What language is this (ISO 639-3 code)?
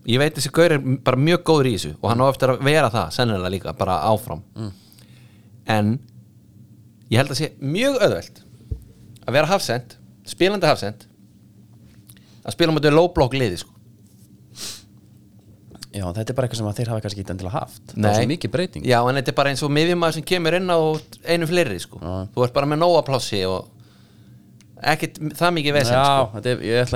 isl